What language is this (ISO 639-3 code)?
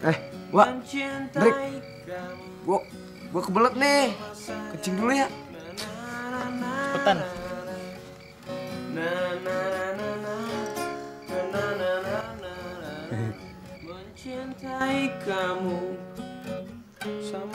ind